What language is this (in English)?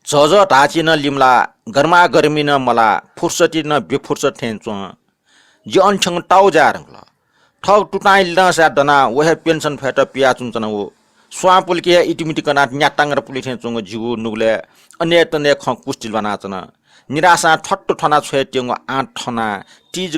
Newari